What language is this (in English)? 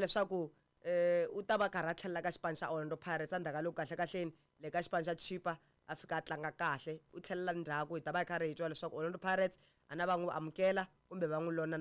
Tsonga